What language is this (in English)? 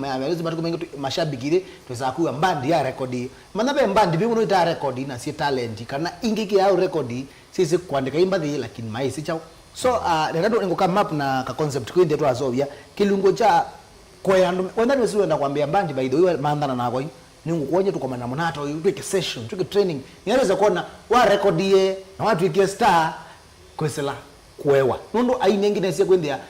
Kamba